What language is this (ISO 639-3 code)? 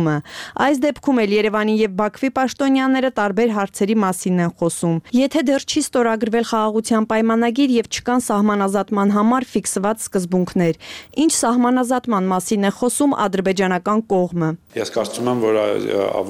hye